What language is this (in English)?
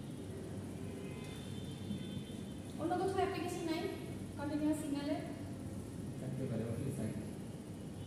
Bangla